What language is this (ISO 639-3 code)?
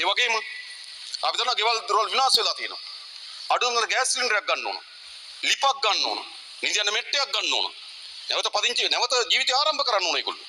sin